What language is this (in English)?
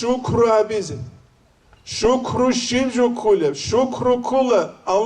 Avaric